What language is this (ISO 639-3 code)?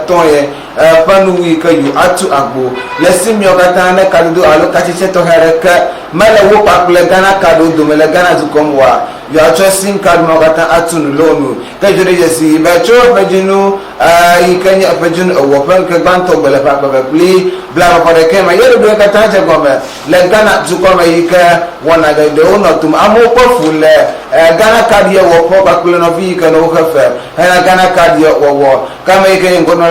ewe